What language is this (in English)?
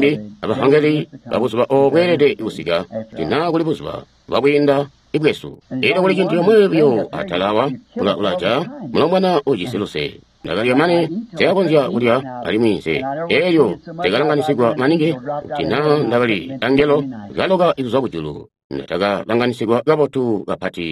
Tonga (Zambia)